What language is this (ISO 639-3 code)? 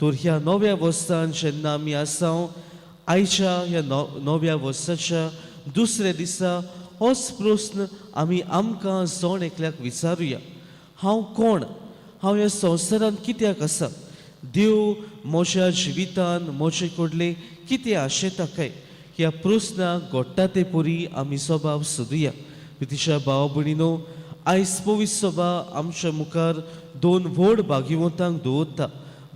kok